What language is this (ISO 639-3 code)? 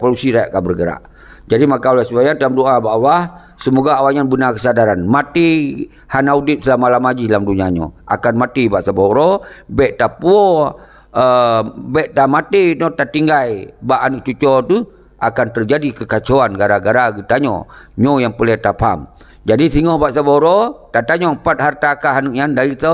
ace